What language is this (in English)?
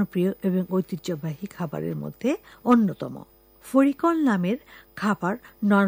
Bangla